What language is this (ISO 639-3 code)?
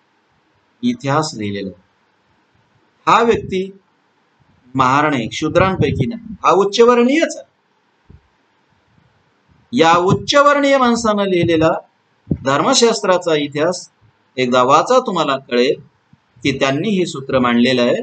mar